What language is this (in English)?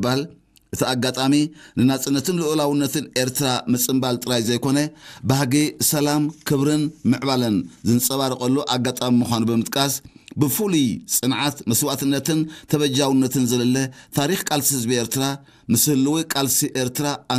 Tigrinya